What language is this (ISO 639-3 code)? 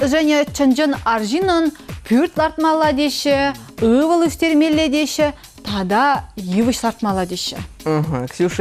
chv